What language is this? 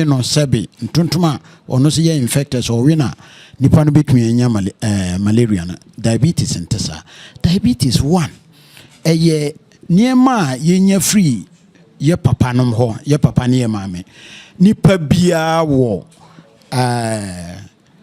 Akan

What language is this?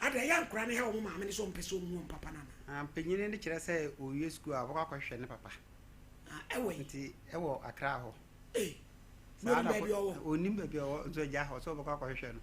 Akan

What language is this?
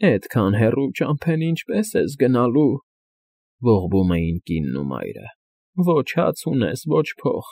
Armenian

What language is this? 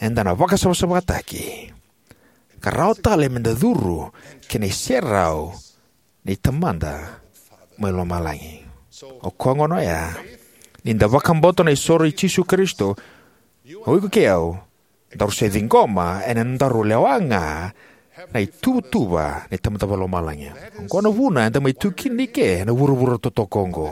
Fijian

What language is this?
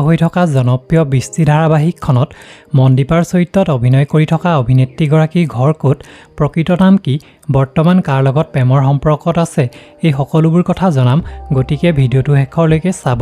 Assamese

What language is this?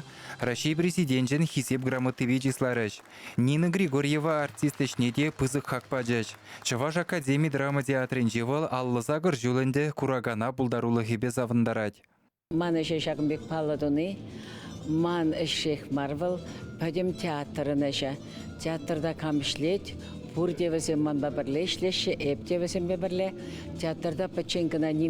Chuvash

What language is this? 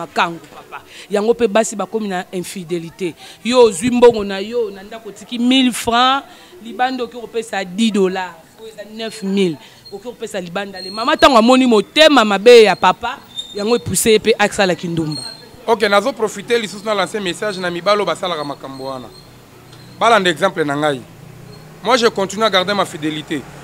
Lingala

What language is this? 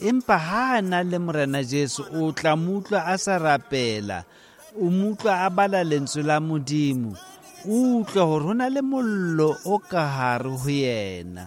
Tswana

